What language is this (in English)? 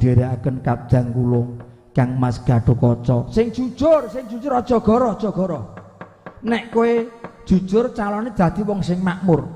Javanese